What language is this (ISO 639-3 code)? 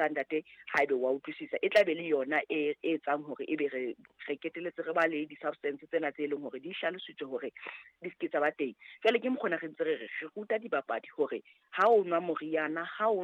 sot